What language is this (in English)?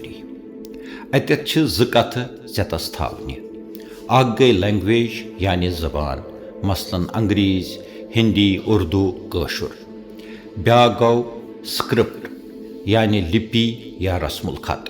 Kashmiri